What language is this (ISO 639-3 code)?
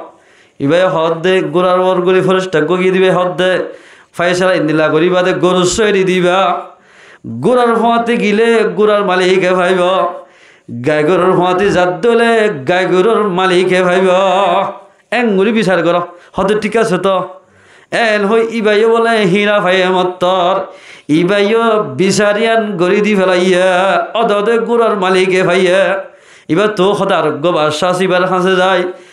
rhg